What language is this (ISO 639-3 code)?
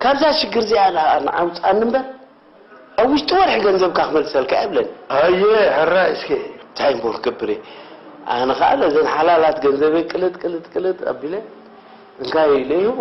tir